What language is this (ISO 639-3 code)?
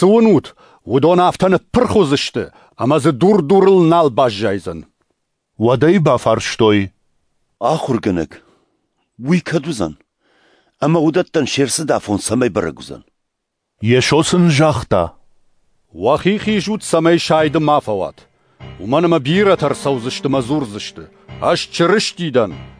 oss